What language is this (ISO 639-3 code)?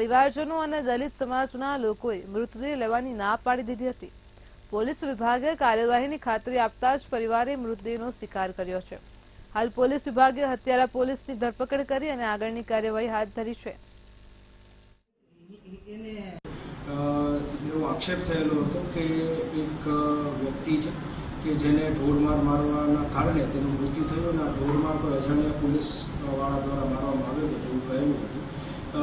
guj